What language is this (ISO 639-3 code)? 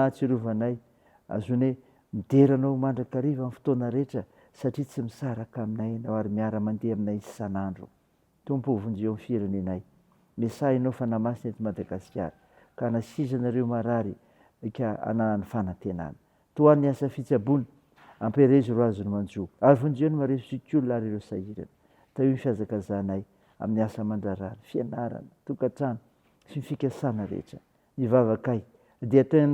mlg